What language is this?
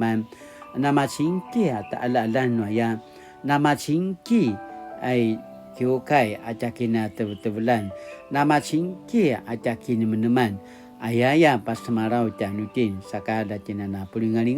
Paiwan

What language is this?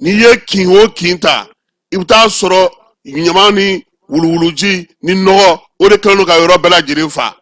Bambara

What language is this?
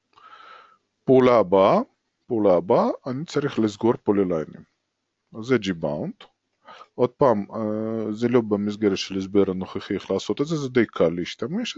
Hebrew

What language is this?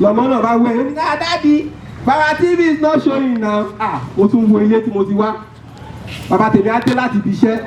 Yoruba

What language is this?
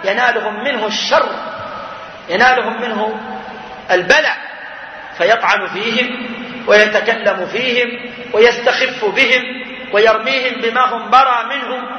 Arabic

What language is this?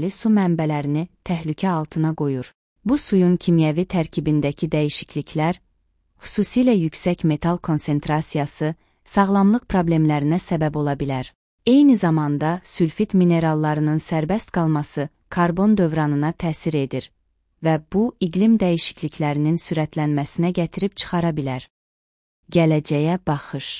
Azerbaijani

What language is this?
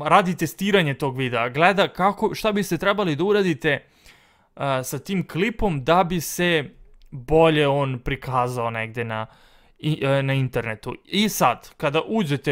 Serbian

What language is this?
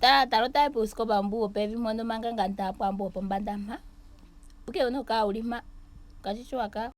Ndonga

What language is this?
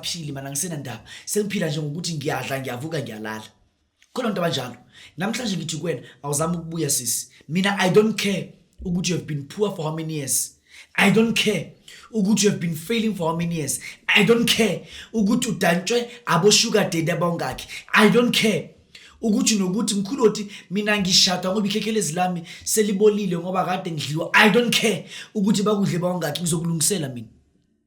Zulu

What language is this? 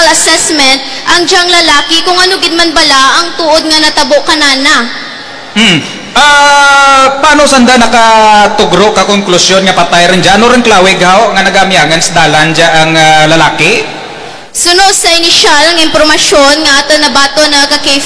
Kinaray-a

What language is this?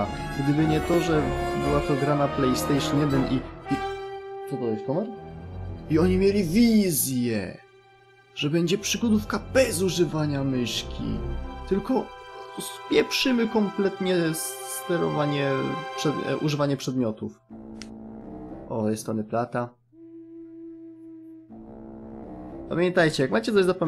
Polish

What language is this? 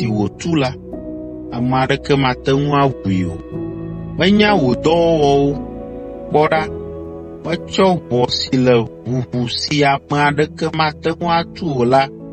Ewe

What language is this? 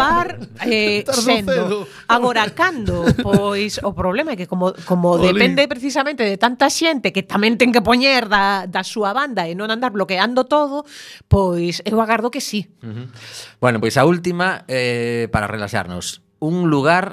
Galician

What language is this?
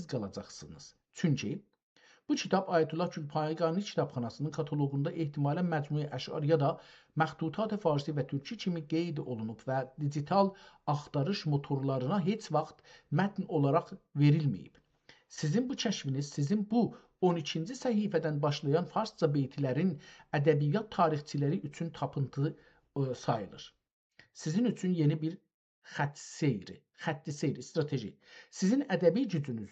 South Azerbaijani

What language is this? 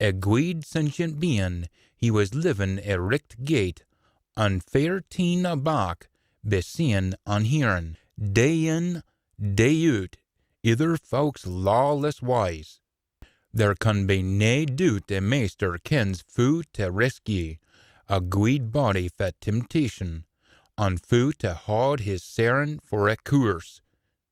Scots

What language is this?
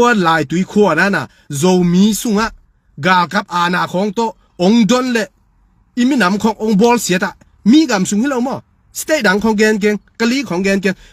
Tedim Chin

